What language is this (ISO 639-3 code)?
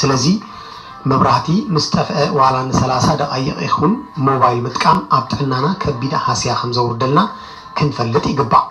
tir